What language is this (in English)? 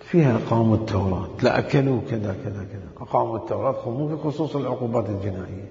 Mesopotamian Arabic